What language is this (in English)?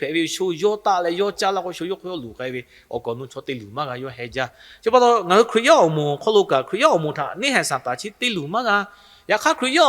Lahu